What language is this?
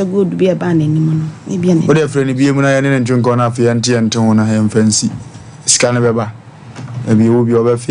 Akan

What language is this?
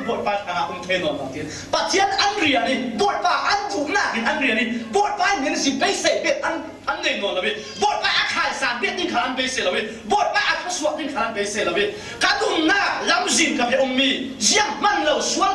Falam Chin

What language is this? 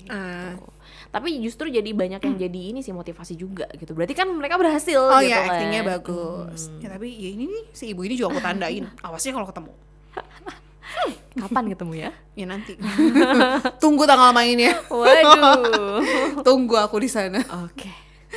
Indonesian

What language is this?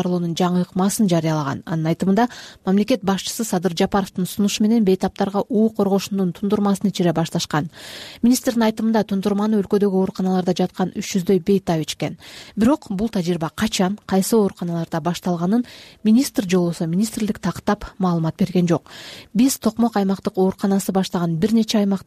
Kyrgyz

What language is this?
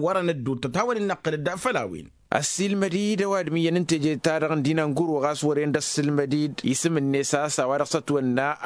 Tamasheq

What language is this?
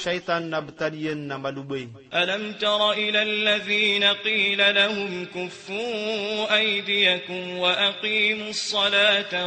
Maranao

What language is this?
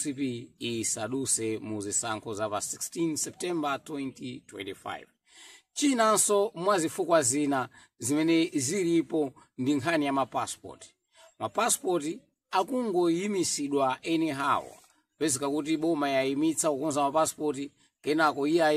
Nyanja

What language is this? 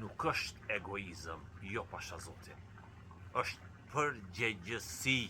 Albanian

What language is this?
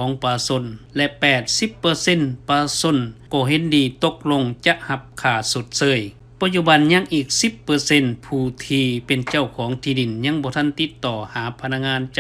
Lao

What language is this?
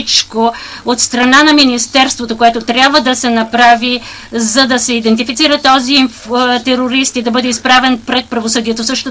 Bulgarian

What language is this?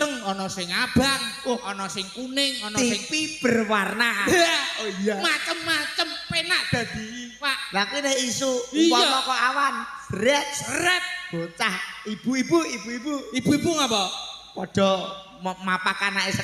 Javanese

